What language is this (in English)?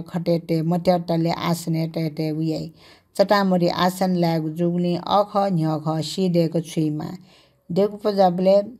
Newari